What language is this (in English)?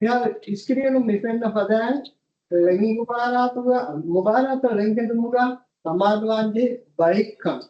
Divehi